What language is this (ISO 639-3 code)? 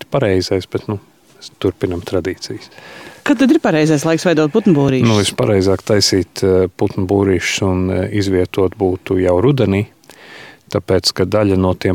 lav